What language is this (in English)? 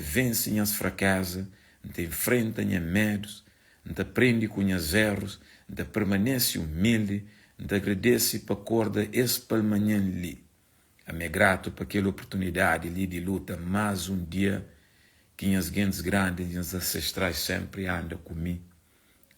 Kabuverdianu